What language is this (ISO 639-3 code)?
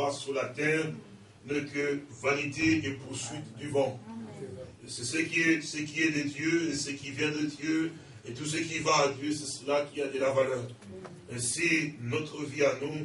fra